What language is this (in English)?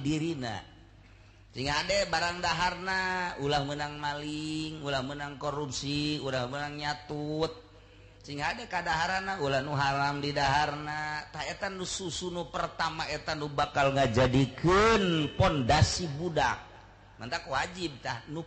Sundanese